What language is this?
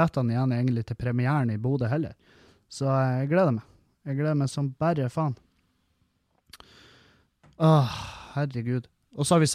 Norwegian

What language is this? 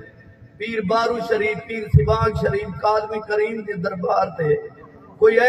Saraiki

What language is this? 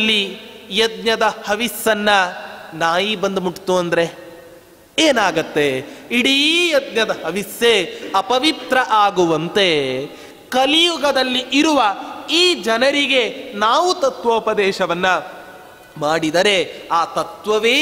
Kannada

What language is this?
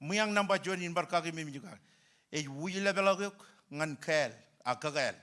Marshallese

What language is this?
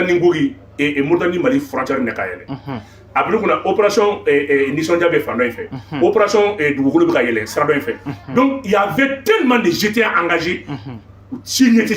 Bambara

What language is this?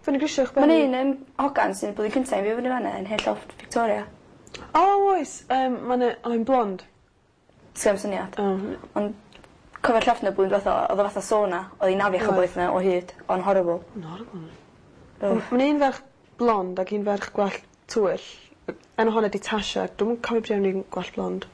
Welsh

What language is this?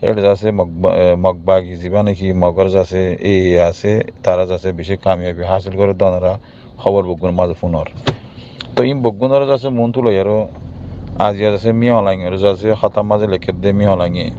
Rohingya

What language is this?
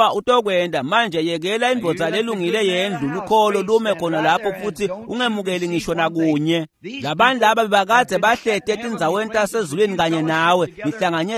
Swati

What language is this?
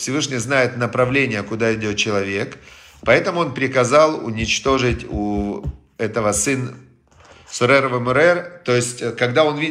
Russian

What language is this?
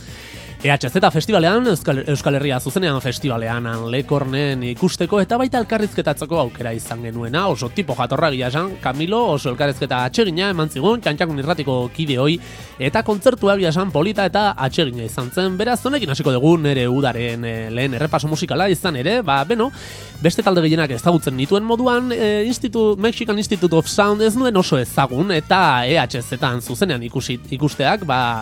Basque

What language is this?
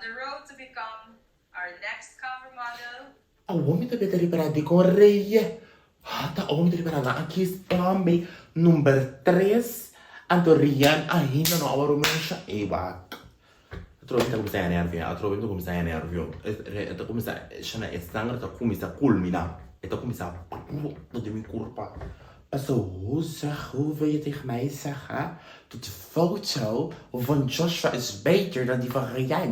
Papiamento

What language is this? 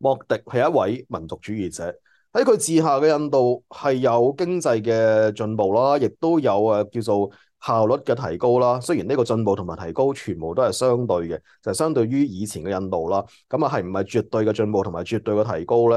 Cantonese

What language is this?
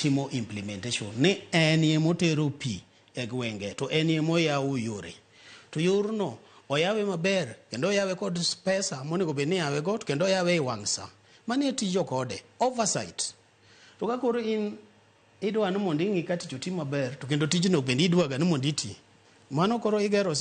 Luo (Kenya and Tanzania)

